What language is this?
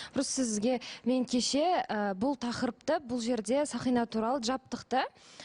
Kazakh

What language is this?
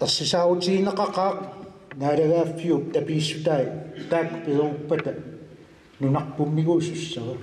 Kalaallisut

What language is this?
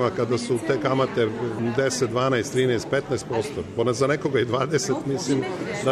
Serbian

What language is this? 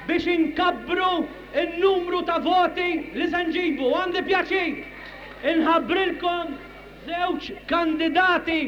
Maltese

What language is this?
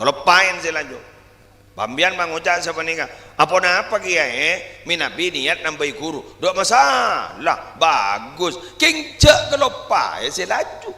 Madurese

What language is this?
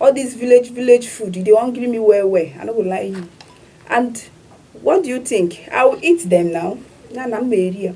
Nigerian Pidgin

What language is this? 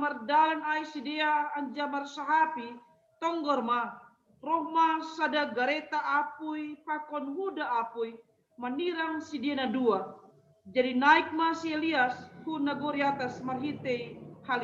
Batak Simalungun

